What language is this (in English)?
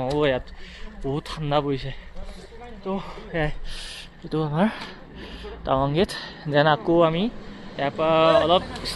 Assamese